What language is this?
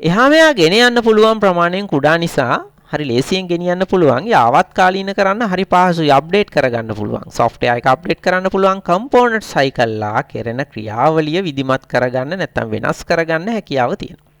Sinhala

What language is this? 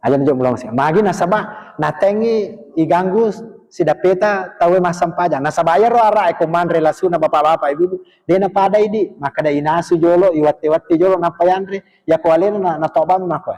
Buginese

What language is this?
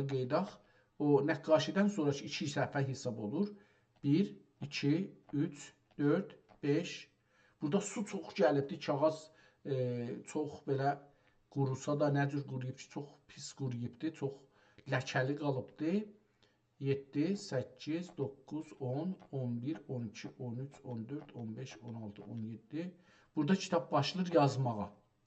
South Azerbaijani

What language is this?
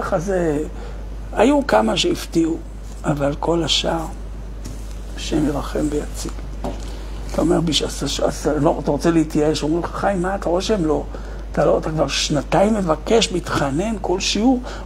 Hebrew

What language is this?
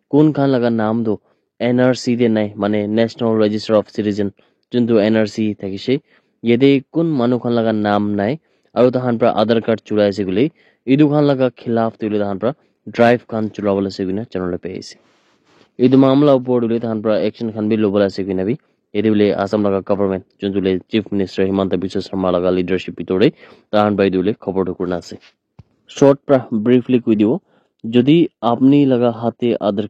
Naga Pidgin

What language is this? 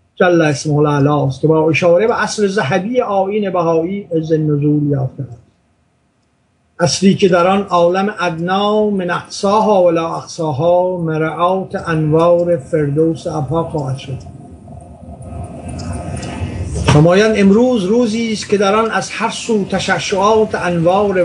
Persian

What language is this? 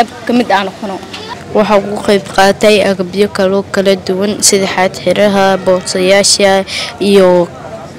Somali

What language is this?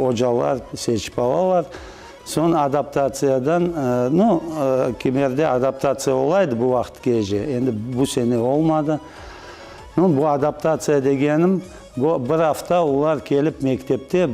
Crimean Tatar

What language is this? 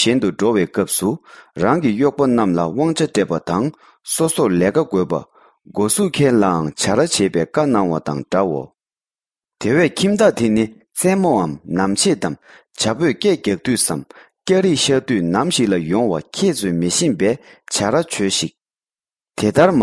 Tibetan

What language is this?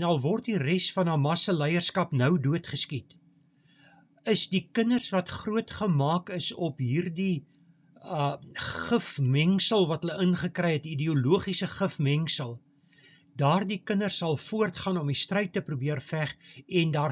Afrikaans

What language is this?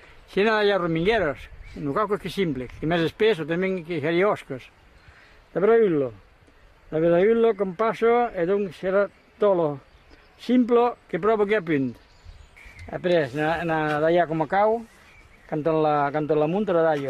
Occitan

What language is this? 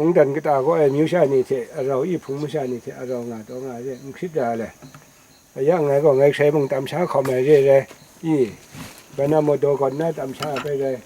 Kachin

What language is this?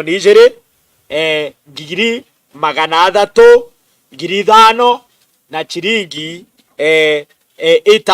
Meru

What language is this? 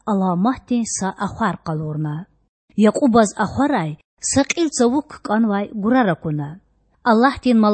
Lezghian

